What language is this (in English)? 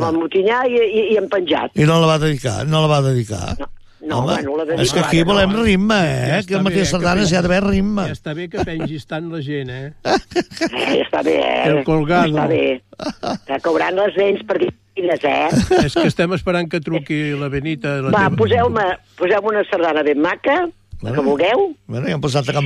Catalan